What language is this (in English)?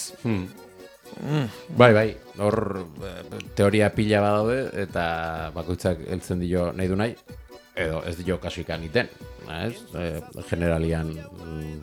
Basque